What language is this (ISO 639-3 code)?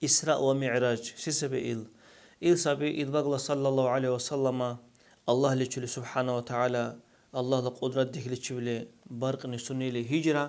dar